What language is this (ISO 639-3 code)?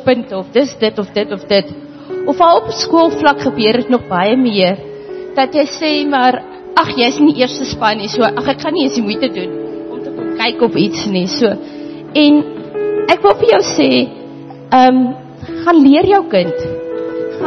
afr